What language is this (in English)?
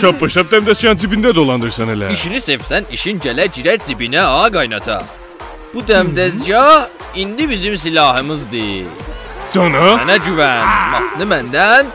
South Azerbaijani